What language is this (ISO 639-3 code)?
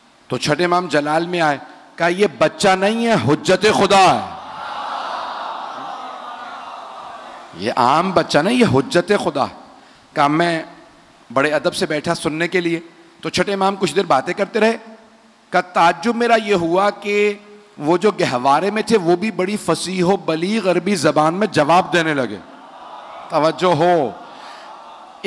urd